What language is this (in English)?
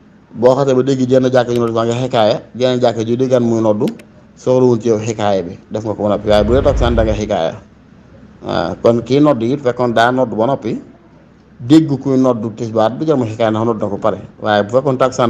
Wolof